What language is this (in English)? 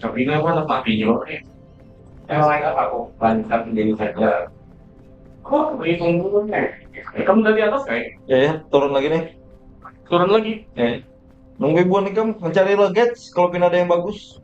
Banjar